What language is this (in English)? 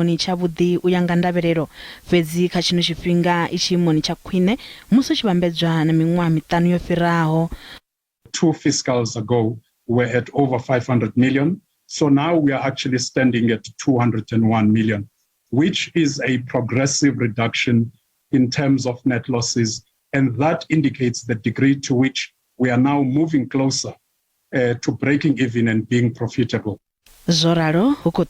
Venda